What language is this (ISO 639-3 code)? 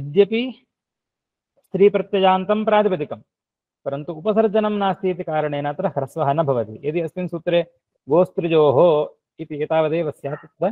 san